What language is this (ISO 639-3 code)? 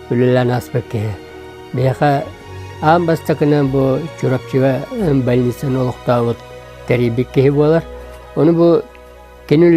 sah